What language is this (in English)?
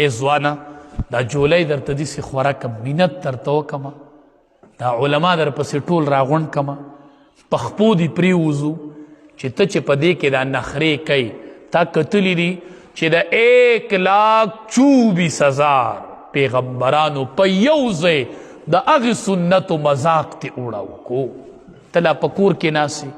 Pashto